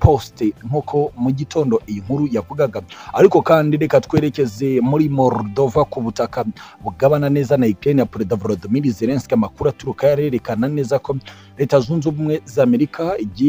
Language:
Kinyarwanda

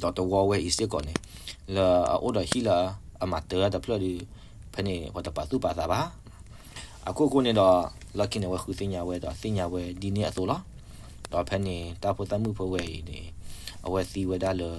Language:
S'gaw Karen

